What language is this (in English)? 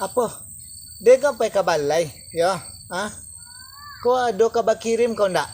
Minangkabau